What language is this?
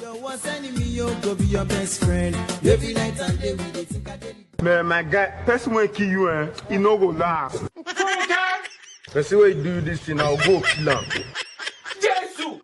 Nigerian Pidgin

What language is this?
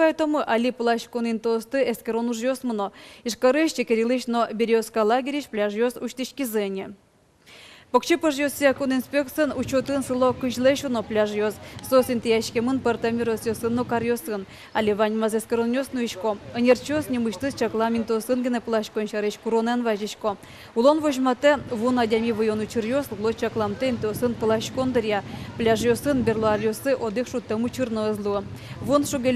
Udmurt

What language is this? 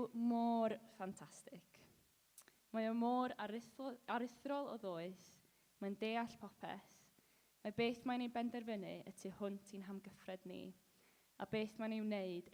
Welsh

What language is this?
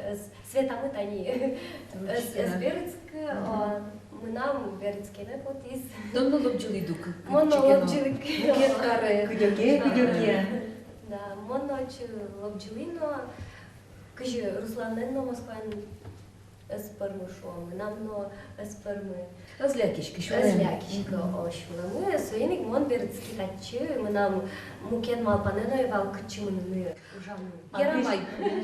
Udmurt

